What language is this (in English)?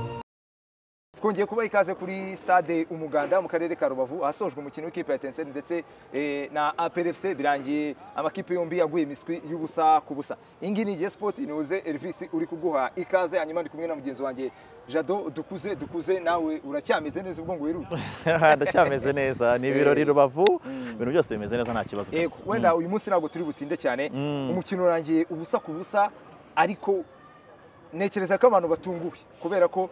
Kinyarwanda